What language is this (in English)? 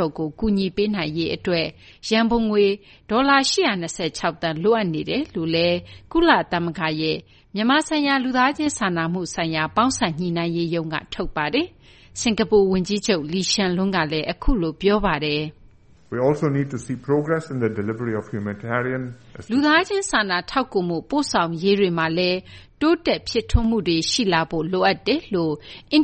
Burmese